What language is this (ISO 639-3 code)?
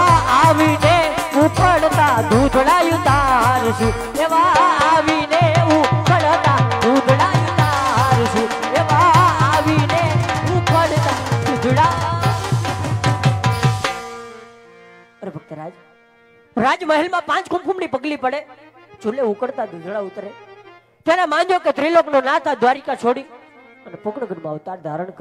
guj